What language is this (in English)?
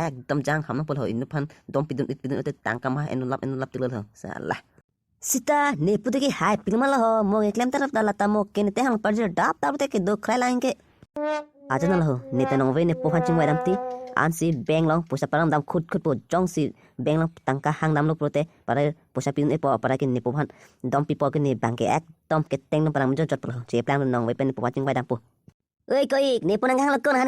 Karbi